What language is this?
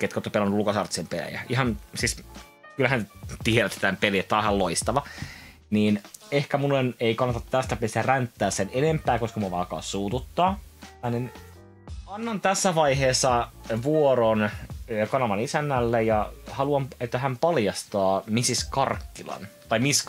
Finnish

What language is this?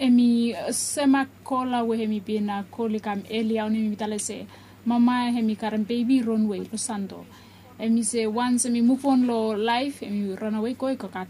Bislama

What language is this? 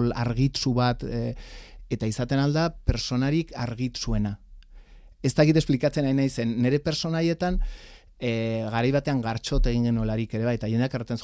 Basque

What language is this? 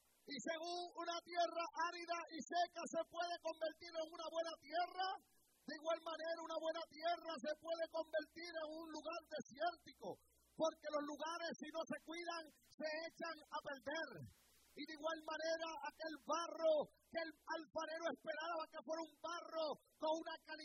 Spanish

